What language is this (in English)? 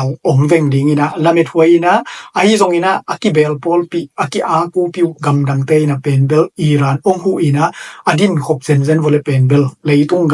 Tedim Chin